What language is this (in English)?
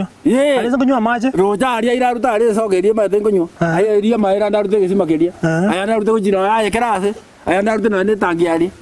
Gusii